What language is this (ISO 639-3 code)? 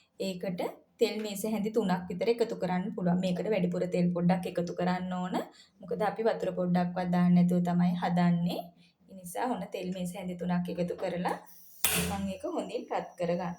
sin